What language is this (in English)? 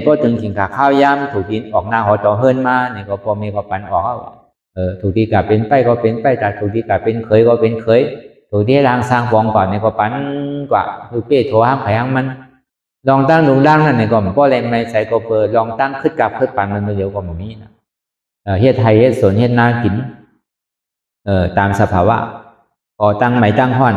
Shan